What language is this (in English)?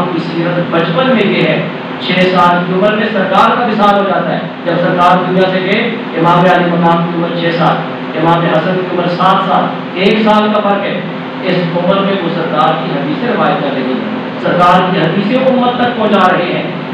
Urdu